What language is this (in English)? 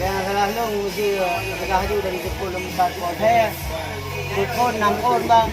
Achinese